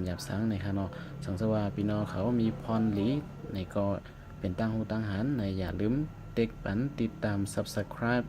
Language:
Shan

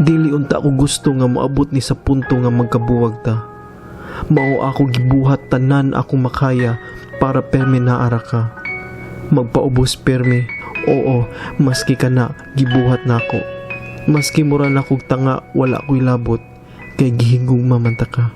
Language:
Cebuano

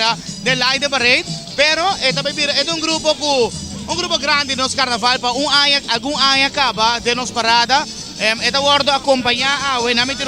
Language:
Papiamento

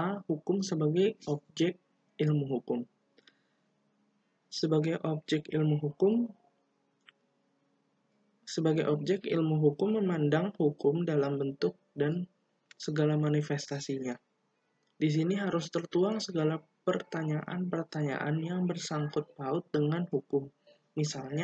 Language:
Indonesian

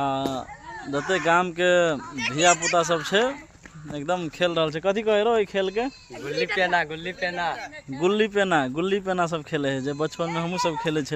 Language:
Maithili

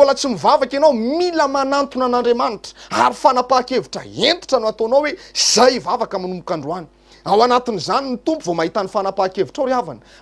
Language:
Malagasy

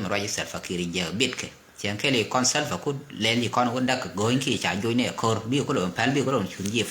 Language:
Nuer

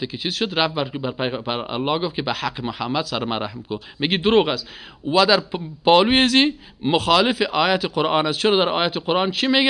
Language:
Persian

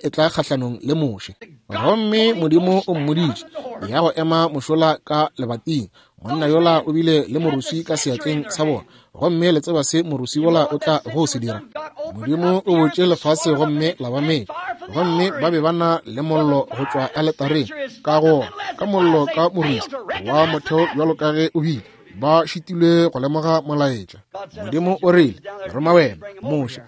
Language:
Northern Sotho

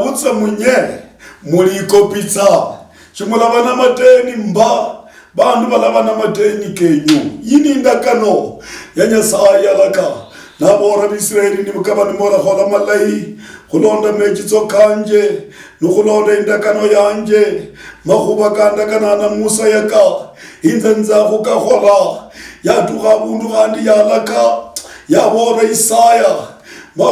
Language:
Luyia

